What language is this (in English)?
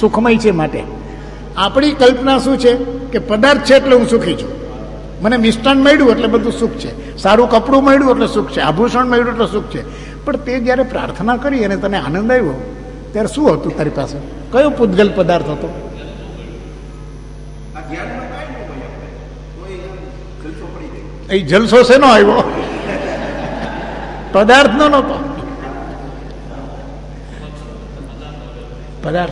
Gujarati